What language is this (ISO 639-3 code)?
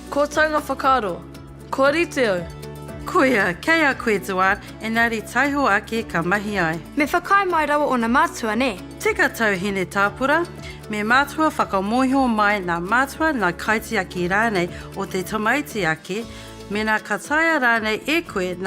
mri